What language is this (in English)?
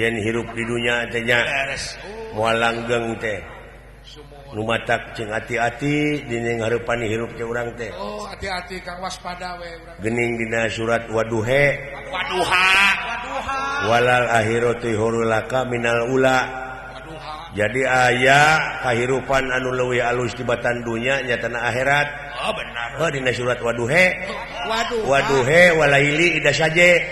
Sundanese